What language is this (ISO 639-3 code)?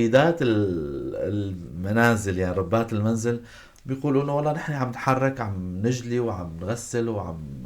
apc